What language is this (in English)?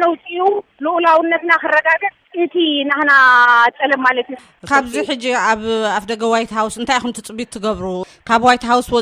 Tigrinya